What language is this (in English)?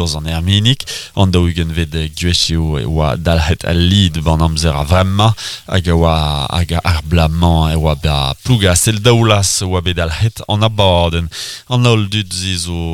Breton